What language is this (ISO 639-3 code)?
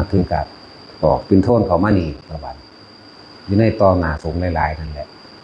tts